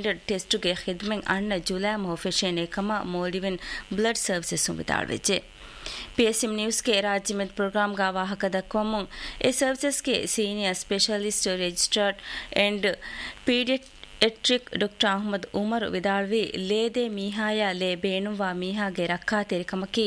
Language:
Divehi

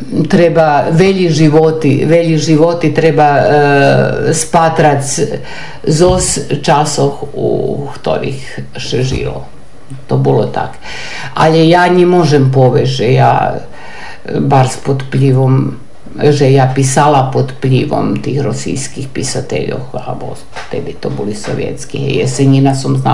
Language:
Serbian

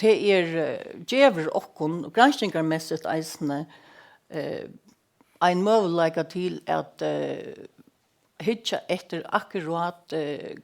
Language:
Faroese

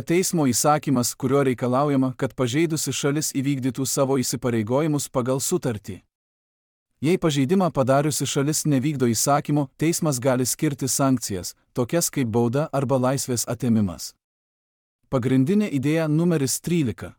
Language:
Lithuanian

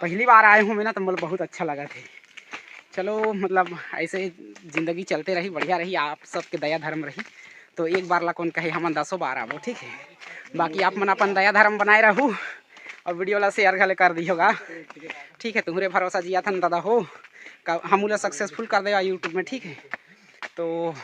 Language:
Chhattisgarhi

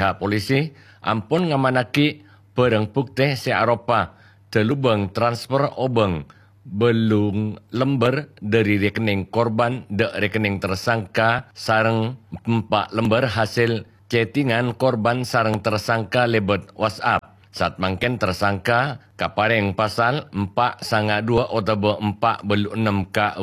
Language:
Madurese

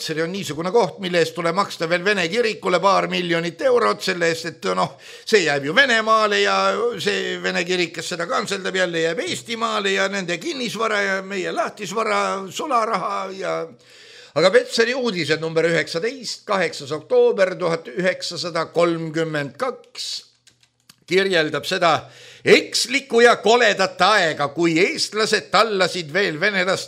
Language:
Estonian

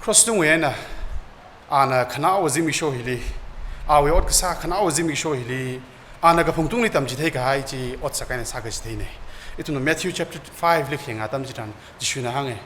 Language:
Tangkhul Naga (India)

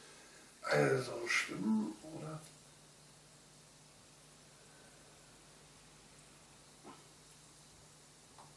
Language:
German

